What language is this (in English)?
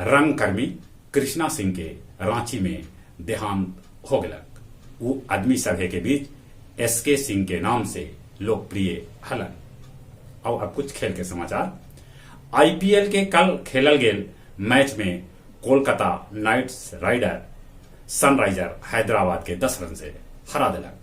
Magahi